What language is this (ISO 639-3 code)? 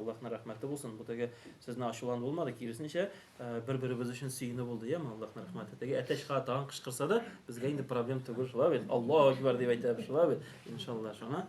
tat